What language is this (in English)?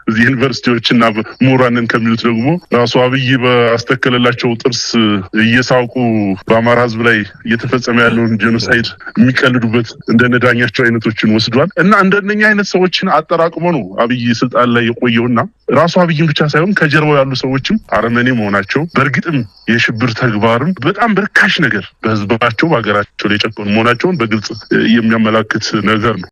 Amharic